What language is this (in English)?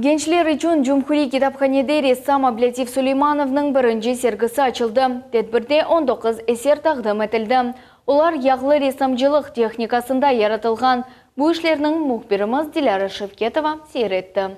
Crimean Tatar